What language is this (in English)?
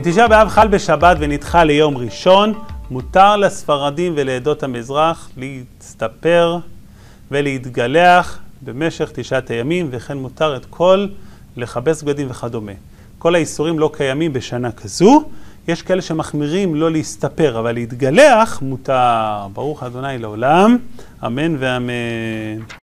Hebrew